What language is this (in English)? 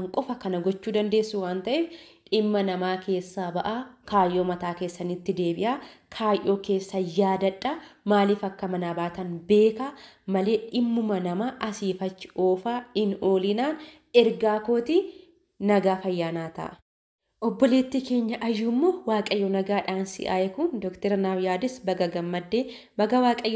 Oromo